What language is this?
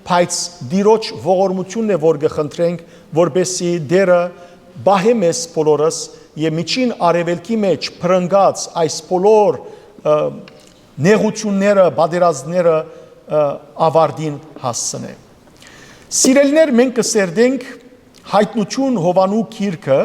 Western Armenian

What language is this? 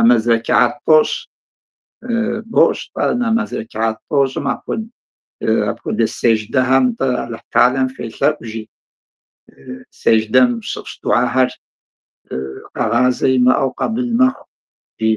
Kabardian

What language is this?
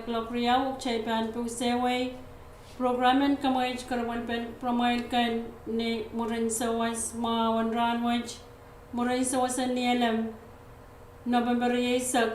Pohnpeian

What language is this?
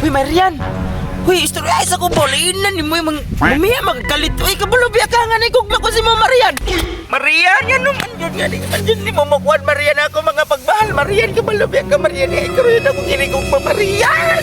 Cebuano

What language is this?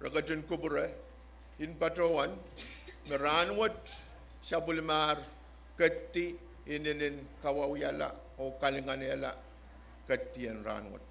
Pohnpeian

